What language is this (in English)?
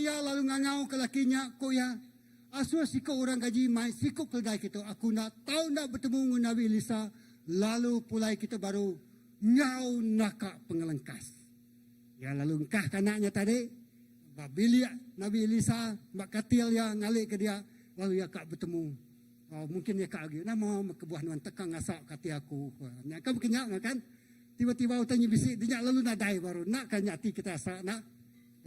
Iban